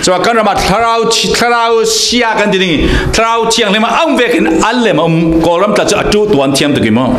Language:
Falam Chin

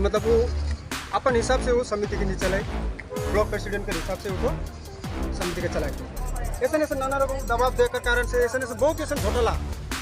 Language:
Sadri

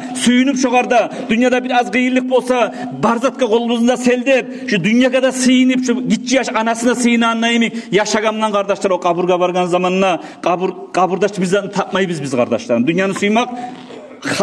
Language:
Kumyk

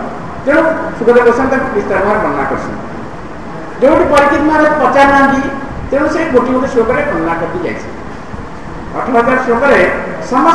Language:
Odia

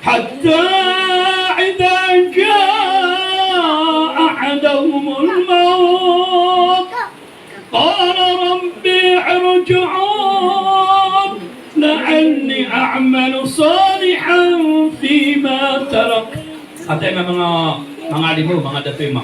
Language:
Maranao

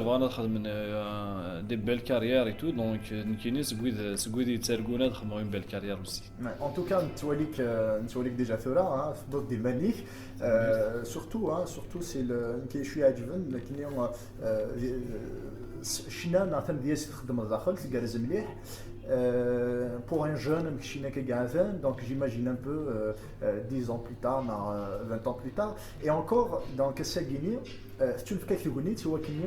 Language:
Kabyle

